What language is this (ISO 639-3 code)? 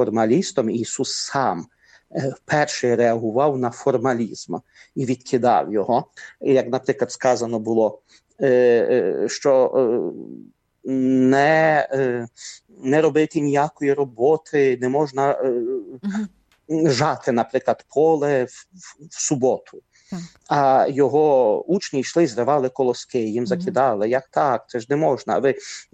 ukr